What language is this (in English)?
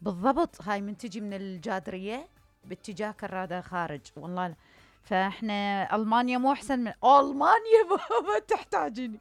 Mesopotamian Arabic